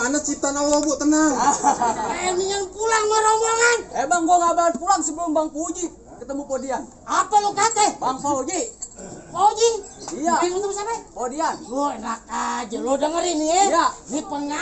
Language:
Betawi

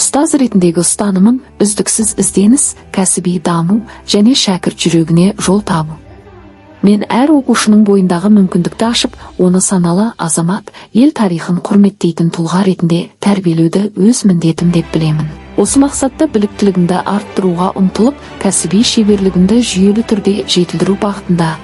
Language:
Kazakh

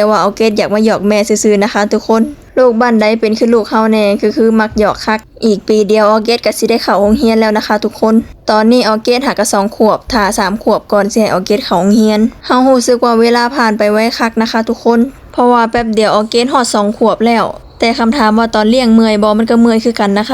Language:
Lao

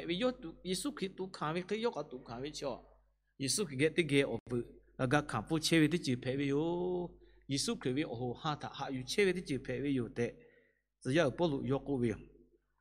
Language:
Lahu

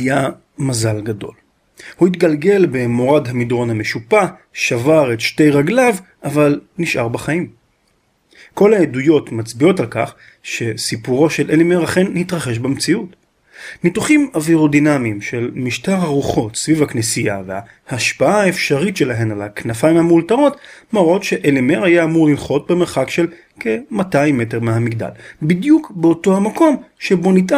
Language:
Hebrew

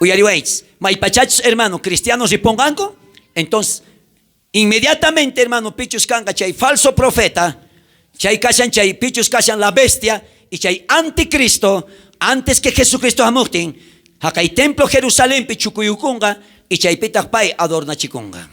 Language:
South Bolivian Quechua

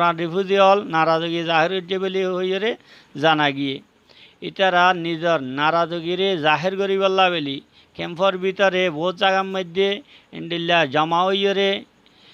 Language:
Rohingya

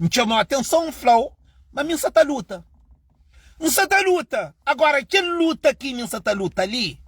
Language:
Kabuverdianu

